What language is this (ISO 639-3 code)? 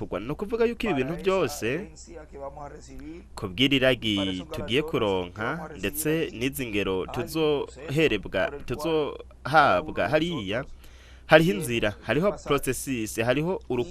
run